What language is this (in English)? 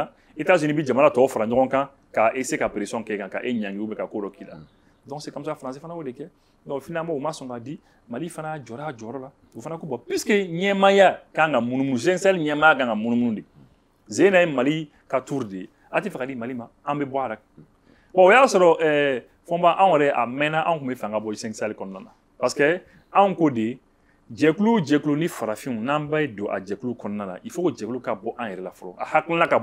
Bambara